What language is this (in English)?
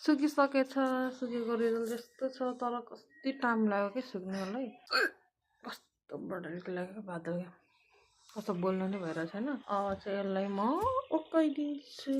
Nepali